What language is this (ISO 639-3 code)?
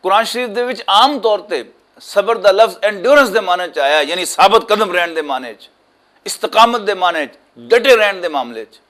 lah